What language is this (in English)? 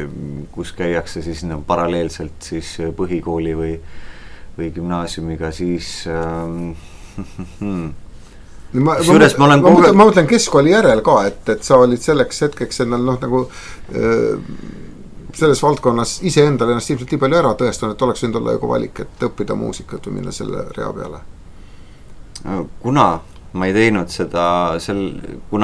Estonian